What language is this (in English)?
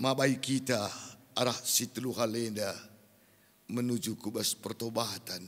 Batak Karo